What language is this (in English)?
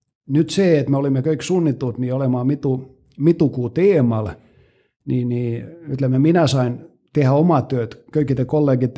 Estonian